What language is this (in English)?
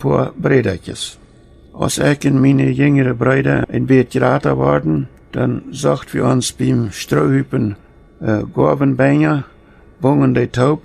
Plautdietsch